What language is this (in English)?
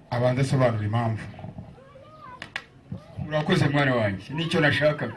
Kinyarwanda